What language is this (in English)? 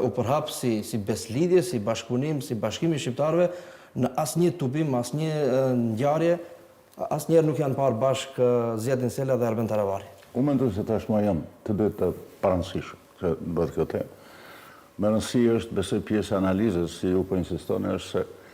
Albanian